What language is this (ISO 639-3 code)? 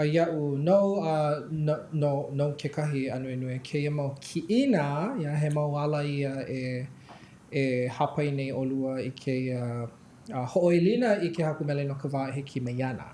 haw